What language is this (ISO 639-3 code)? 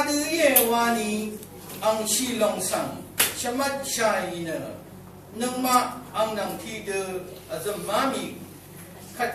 raw